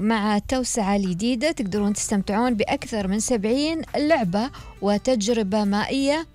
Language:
Gulf Arabic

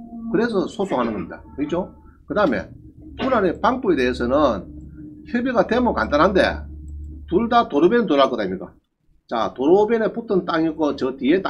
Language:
Korean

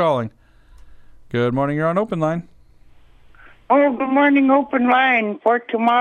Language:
English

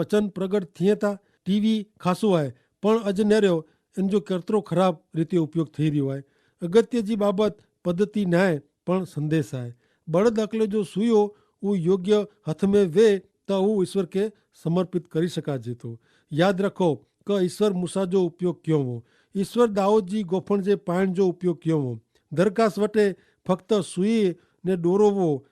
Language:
Kachhi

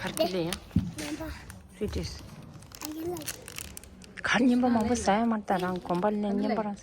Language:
Tibetan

